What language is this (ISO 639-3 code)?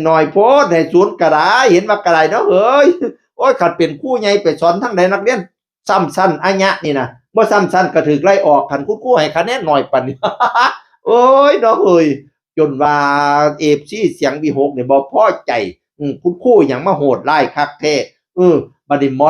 tts